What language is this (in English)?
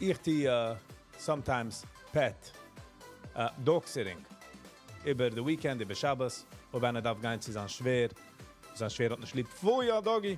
Yiddish